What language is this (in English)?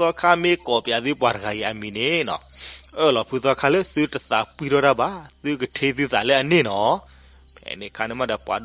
S'gaw Karen